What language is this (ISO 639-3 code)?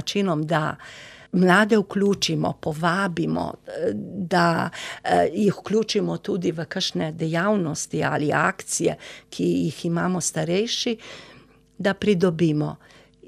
slv